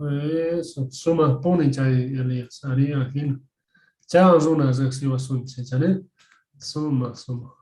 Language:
Quechua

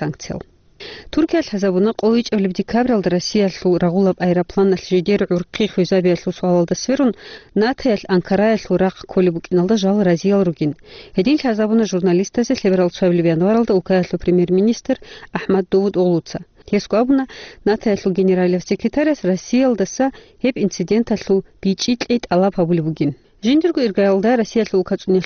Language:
Avaric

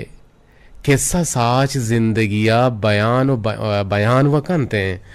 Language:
Eastern Balochi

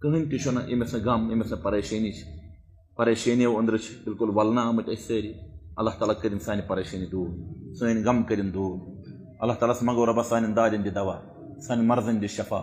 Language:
Kashmiri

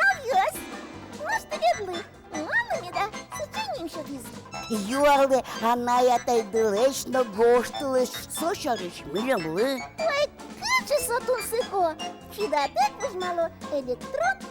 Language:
Udmurt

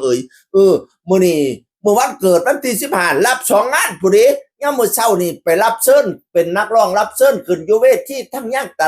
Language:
Northeastern Thai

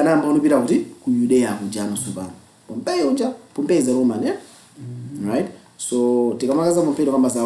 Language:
Nyanja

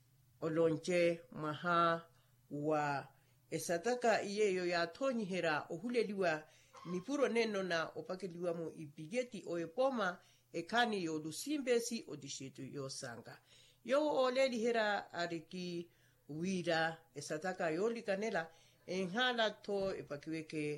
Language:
Makhuwa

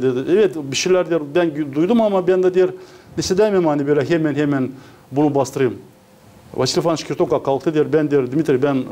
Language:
Gagauz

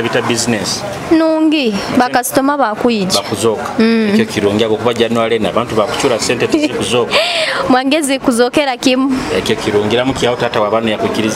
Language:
Nyoro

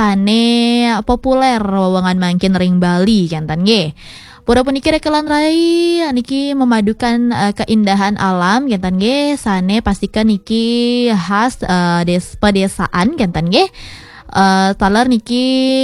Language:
Balinese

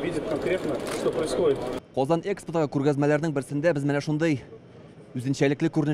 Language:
Tatar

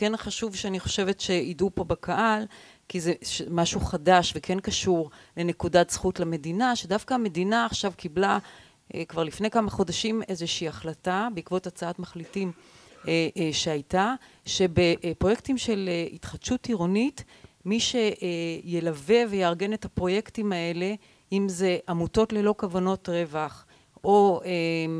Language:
Hebrew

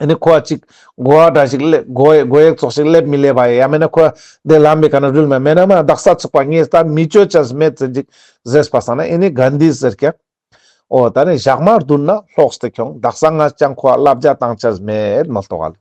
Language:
Ladakhi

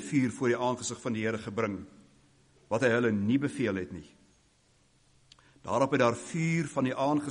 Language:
Afrikaans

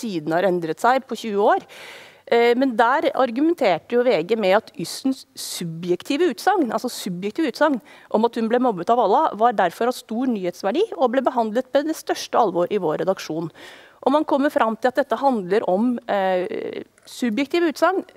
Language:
Norwegian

